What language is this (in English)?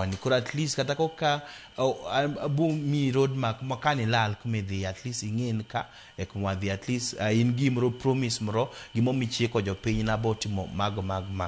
Luo (Kenya and Tanzania)